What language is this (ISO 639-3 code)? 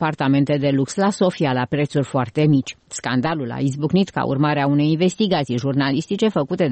ron